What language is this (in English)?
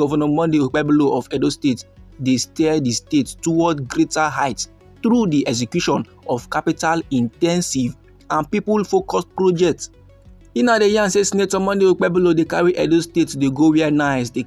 Nigerian Pidgin